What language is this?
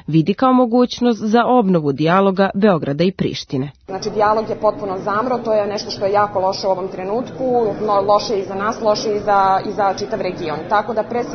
Serbian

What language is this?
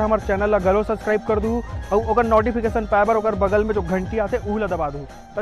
Chhattisgarhi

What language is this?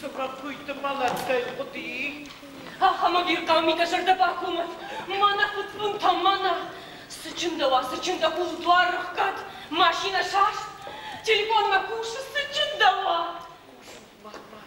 Ossetic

